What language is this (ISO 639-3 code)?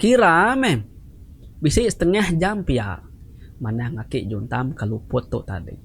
iba